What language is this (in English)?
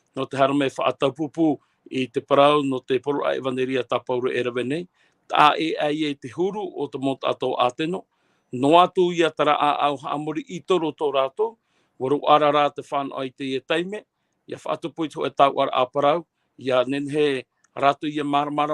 Tahitian